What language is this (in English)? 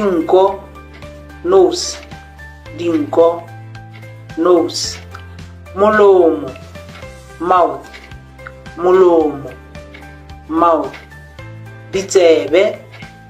Tswana